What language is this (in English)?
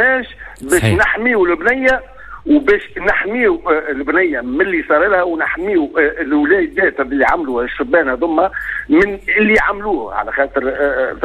Tunisian Arabic